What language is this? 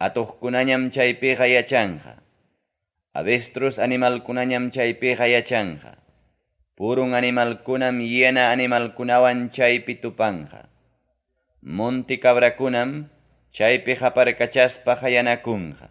Ayacucho Quechua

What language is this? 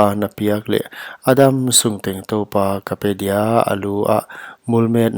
Paite Chin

